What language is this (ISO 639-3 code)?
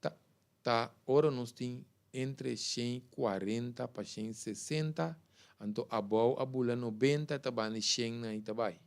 pap